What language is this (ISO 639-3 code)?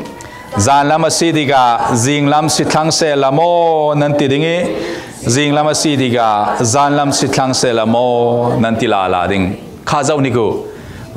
cfm